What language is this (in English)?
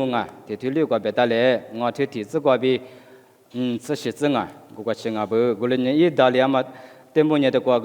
Lisu